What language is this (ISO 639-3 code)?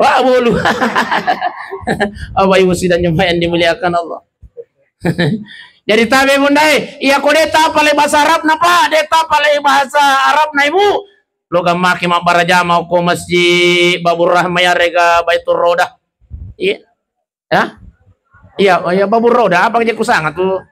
bug